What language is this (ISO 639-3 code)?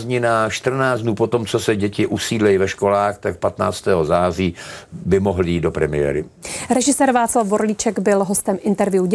ces